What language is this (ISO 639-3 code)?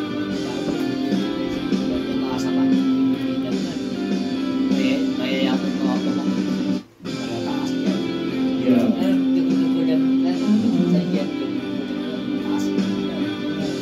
fil